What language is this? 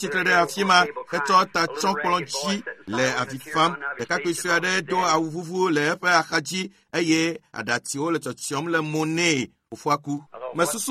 Ewe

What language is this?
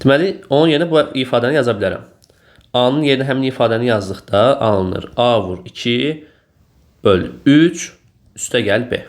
Azerbaijani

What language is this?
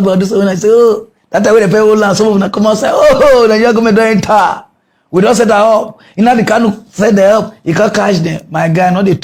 Nigerian Pidgin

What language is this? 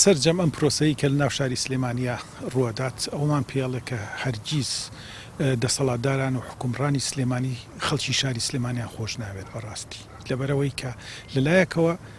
Central Kurdish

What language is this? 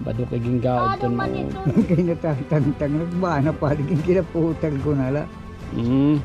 Waray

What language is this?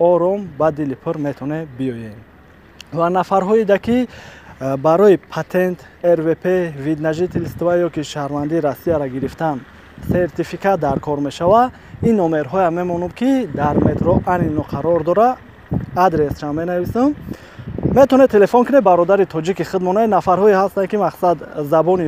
Tajik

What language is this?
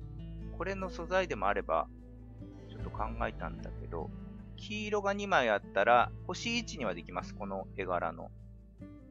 Japanese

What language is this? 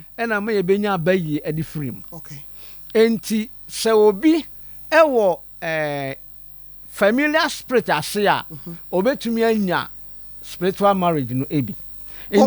Akan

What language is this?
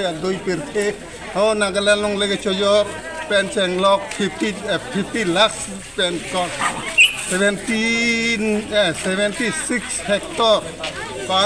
Karbi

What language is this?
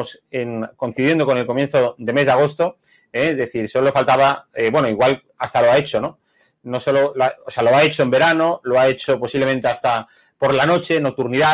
Spanish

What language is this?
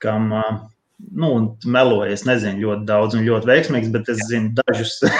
Latvian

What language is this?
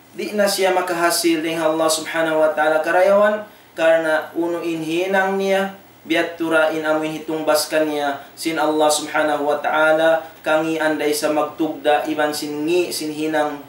Tausug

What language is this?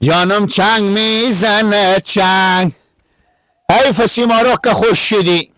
Persian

